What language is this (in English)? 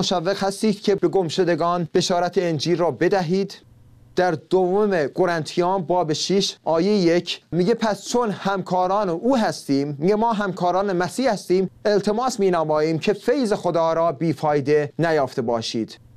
Persian